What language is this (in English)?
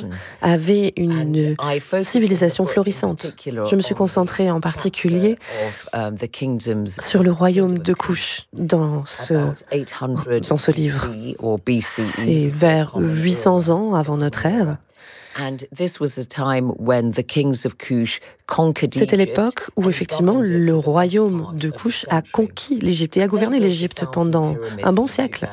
French